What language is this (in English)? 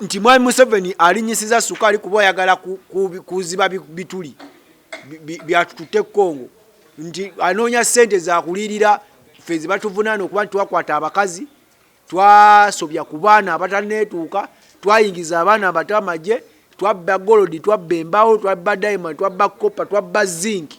Ganda